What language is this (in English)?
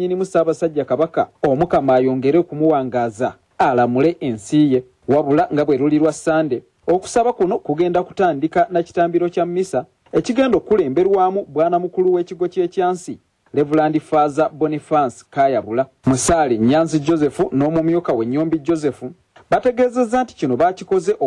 Ganda